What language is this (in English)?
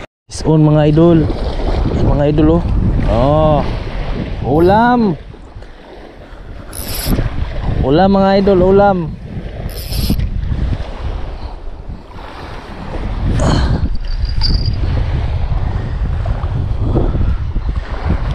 Filipino